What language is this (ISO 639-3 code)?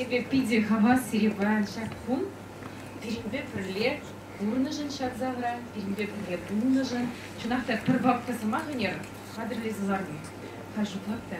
chv